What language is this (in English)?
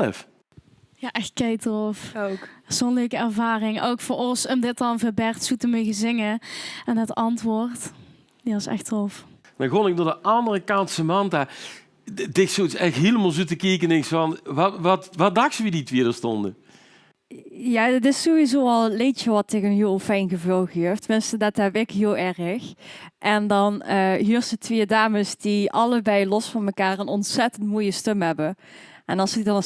Limburgish